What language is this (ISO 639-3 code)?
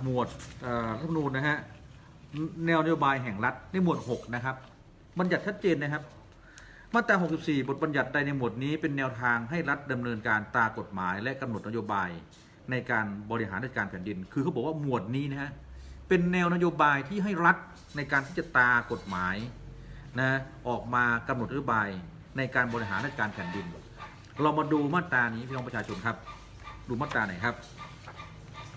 tha